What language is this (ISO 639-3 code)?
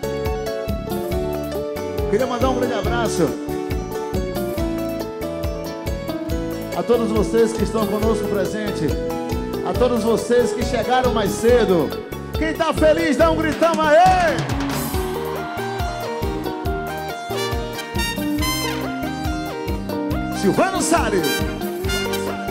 por